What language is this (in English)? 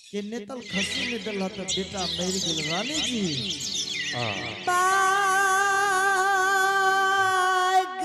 Angika